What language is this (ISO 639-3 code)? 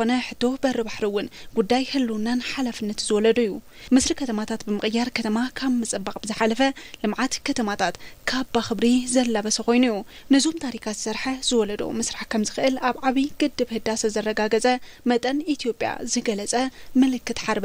tir